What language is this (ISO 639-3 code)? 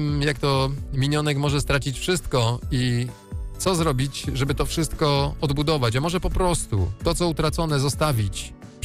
pol